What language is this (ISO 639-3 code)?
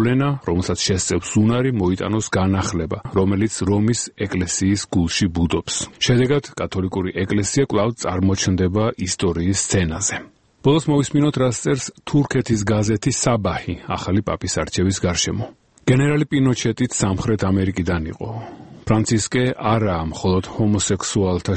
kat